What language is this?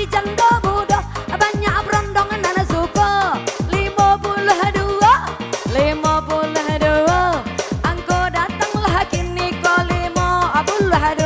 Minangkabau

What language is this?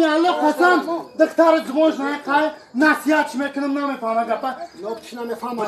Tajik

